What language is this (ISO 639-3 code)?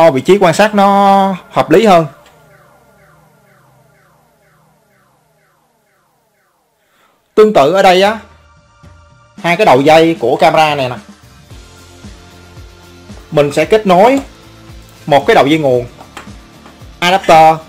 vie